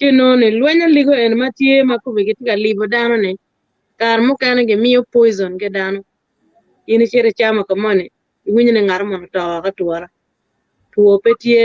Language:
Acoli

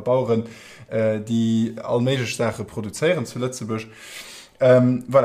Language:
Luxembourgish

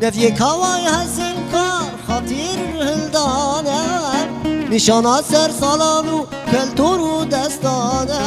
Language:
Kurdish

